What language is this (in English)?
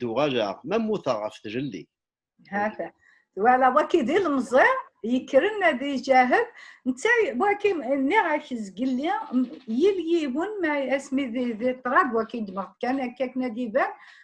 Kabyle